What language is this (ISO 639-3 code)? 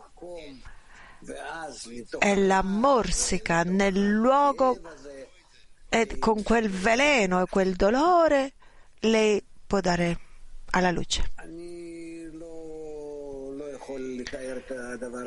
ita